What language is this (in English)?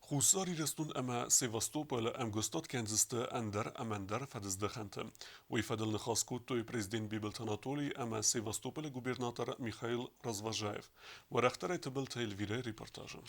Ossetic